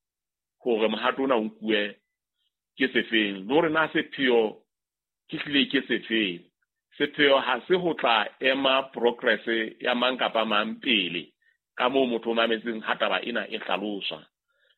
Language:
Southern Sotho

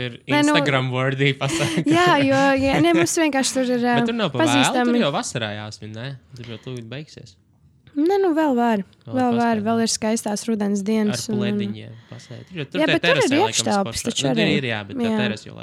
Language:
Latvian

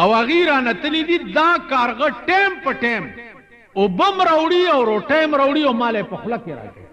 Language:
Pashto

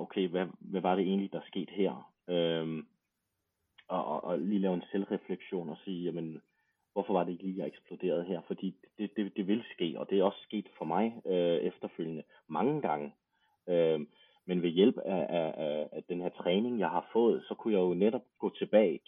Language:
Danish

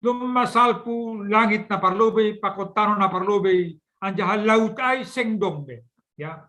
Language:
Batak Simalungun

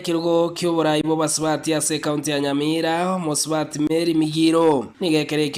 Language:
Gusii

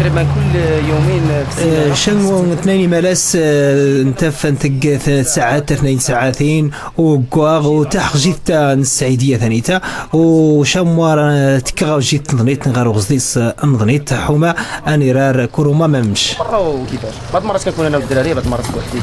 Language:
Moroccan Arabic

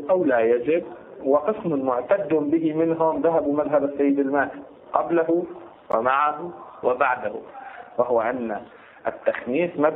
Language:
Arabic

